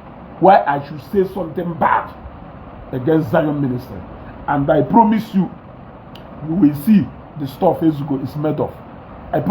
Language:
Igbo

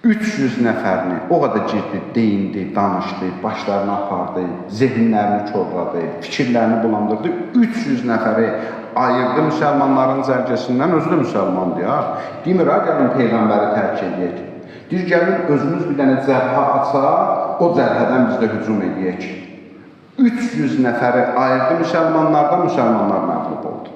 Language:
Azerbaijani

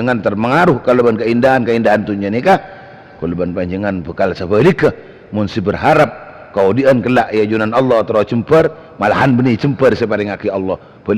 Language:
Madurese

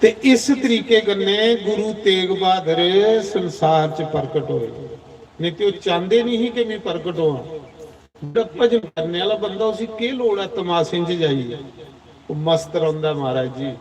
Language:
Dogri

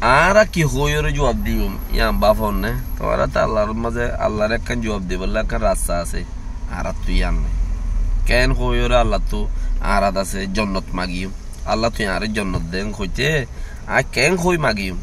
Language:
Rohingya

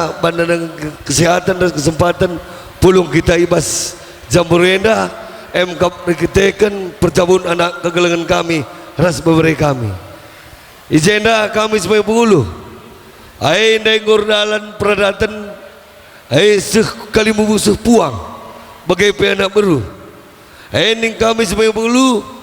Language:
Batak Karo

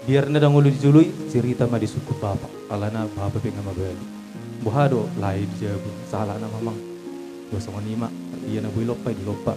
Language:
Batak Toba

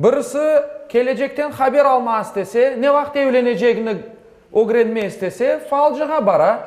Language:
Crimean Tatar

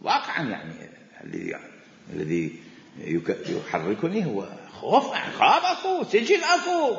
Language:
Mesopotamian Arabic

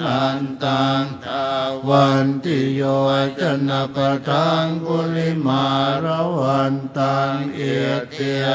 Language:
Pali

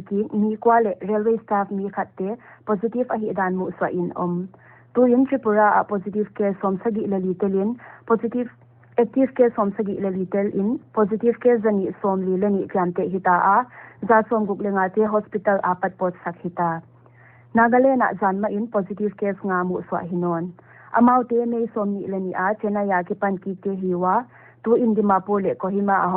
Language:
Paite Chin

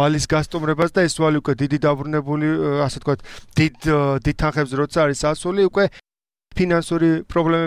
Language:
Georgian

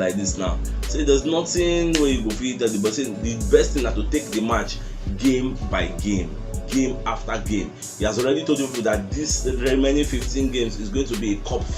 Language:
Nigerian Pidgin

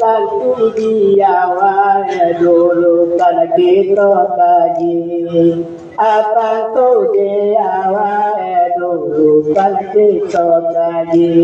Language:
Minangkabau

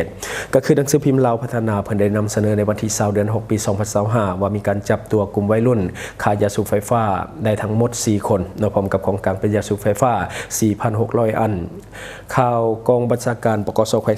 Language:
Lao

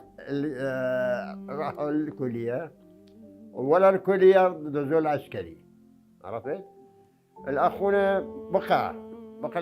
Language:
Mesopotamian Arabic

